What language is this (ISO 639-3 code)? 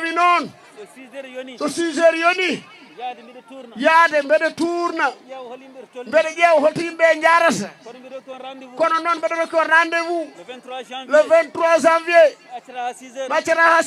ful